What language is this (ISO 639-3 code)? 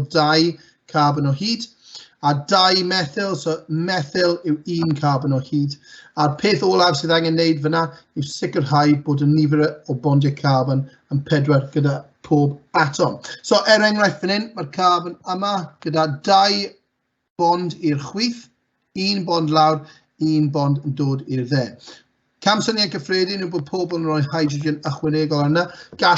cym